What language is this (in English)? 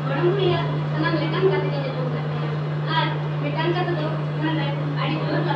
Santali